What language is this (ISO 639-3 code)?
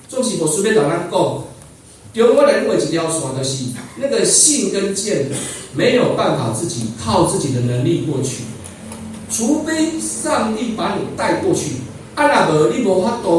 nan